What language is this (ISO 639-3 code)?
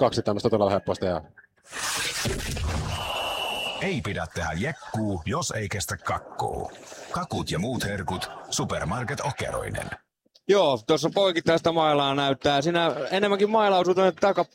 fin